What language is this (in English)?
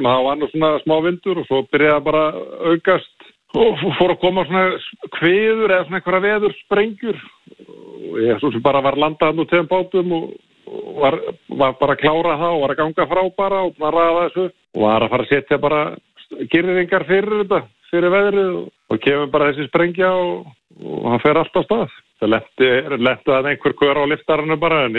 Icelandic